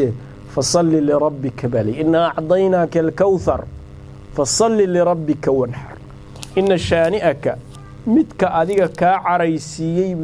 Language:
Somali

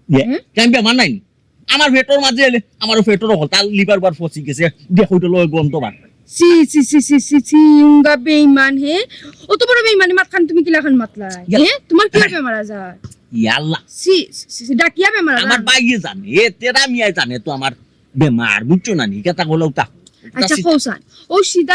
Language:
Sylheti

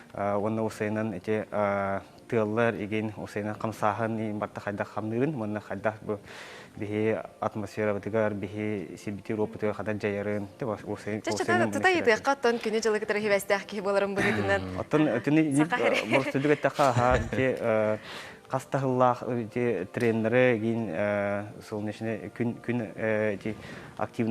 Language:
Yakut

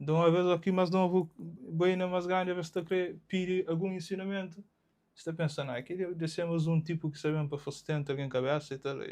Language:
Kabuverdianu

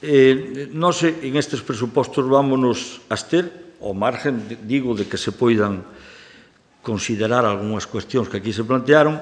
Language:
Galician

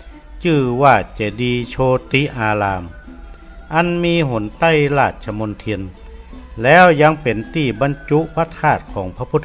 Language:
Northern Thai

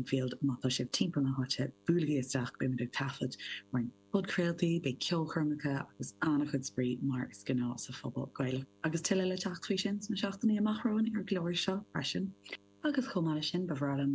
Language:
Irish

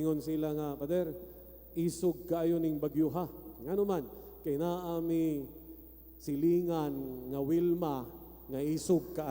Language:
Cebuano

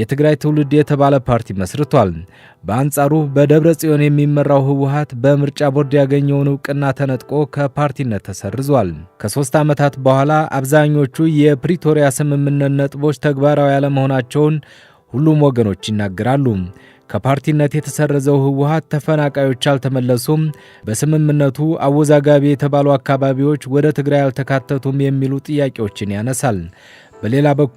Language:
Amharic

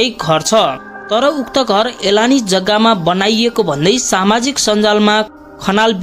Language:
Nepali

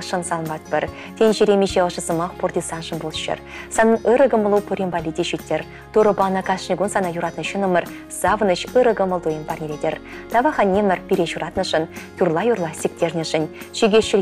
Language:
Chuvash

